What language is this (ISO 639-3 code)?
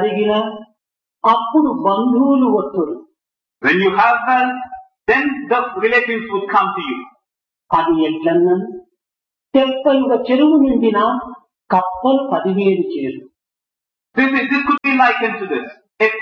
tel